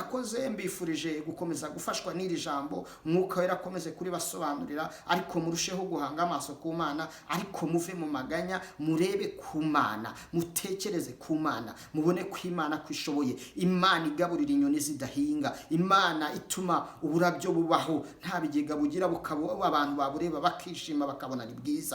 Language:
Kinyarwanda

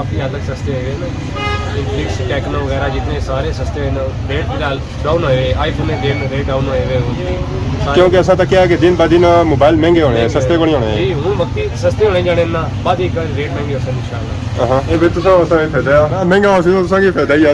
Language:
Pahari-Potwari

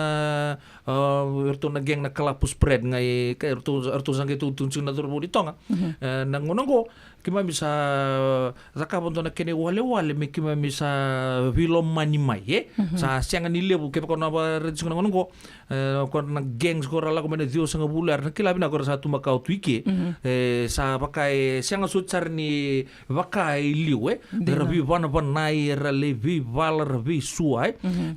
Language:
Fijian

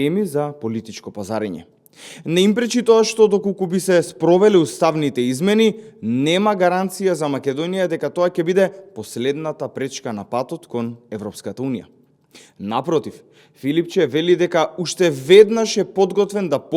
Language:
Macedonian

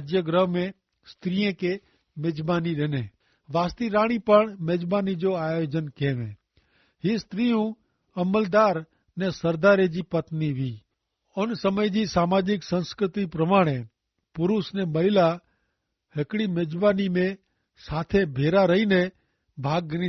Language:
Kachhi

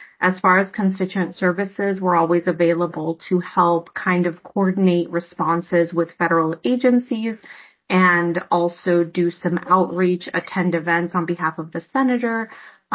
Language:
English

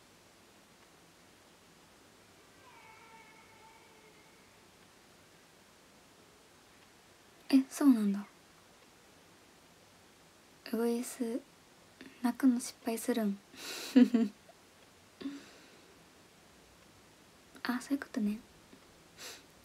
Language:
Japanese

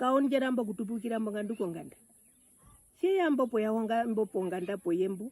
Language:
Herero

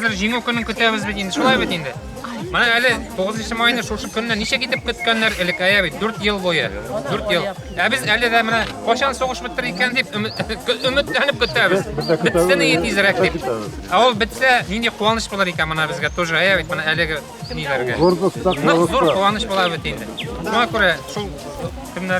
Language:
Bashkir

